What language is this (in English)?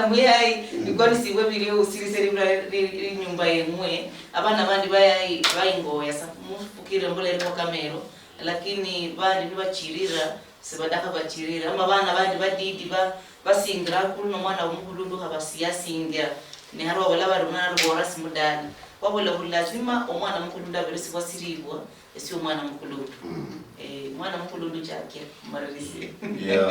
Luyia